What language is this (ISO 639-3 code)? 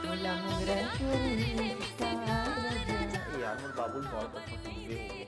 hne